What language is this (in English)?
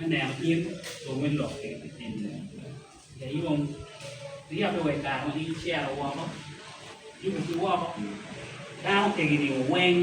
Acoli